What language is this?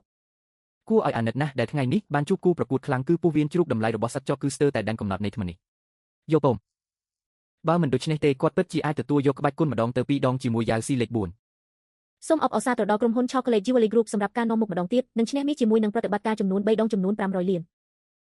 Khmer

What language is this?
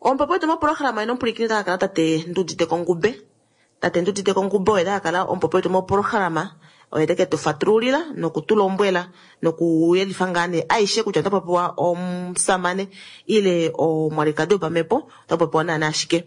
Kuanyama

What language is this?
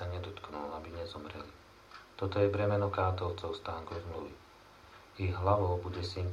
Slovak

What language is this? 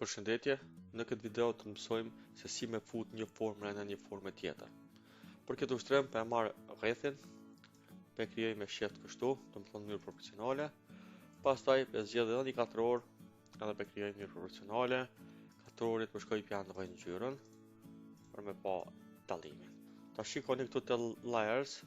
Albanian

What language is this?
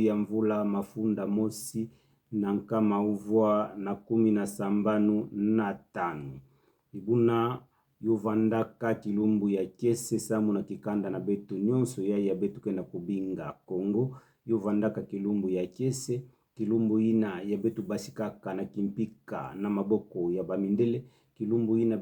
Kituba (Democratic Republic of Congo)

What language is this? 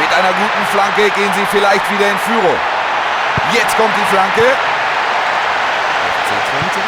Bavarian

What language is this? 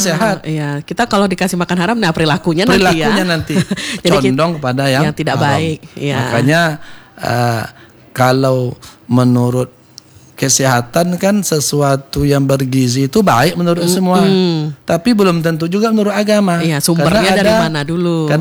Indonesian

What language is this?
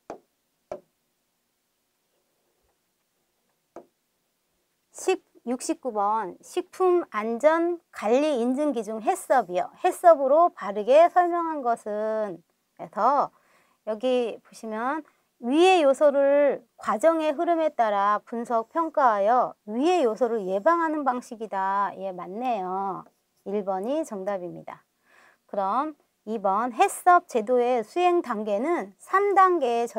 Korean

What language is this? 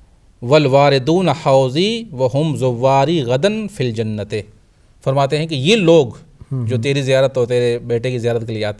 Urdu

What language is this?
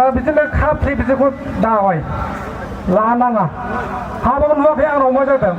Bodo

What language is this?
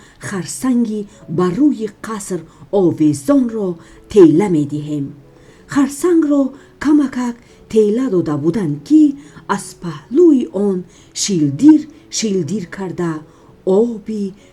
Tajik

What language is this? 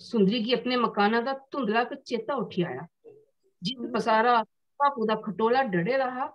Dogri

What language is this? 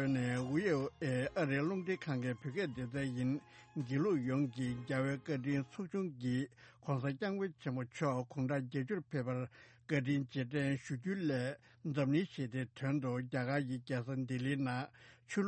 Tibetan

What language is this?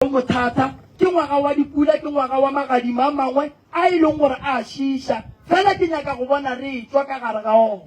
Northern Sotho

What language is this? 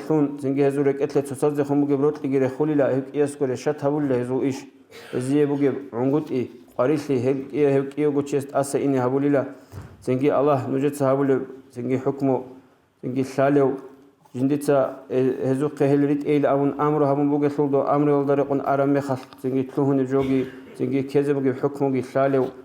Avaric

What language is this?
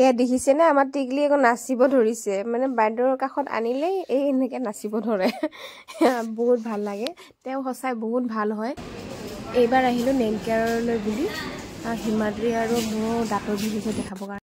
Assamese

